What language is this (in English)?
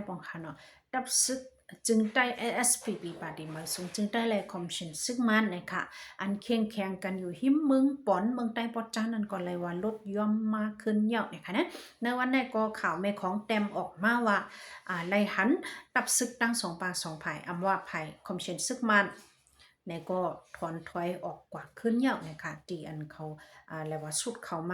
Shan